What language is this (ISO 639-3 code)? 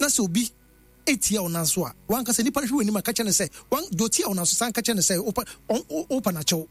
aka